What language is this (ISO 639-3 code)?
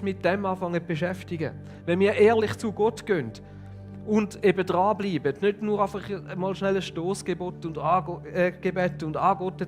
gsw